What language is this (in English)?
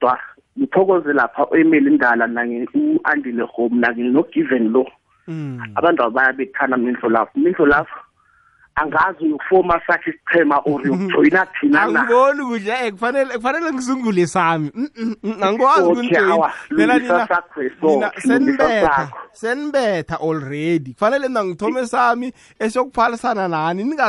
South Ndebele